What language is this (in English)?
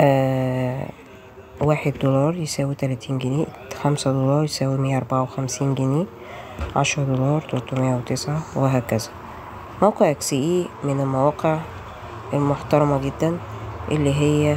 Egyptian Arabic